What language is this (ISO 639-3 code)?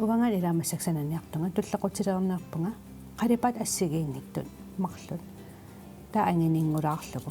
kal